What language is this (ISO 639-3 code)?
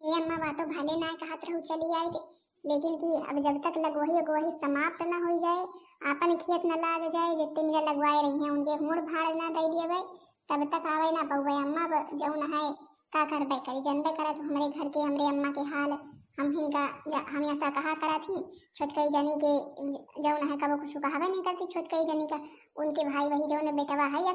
awa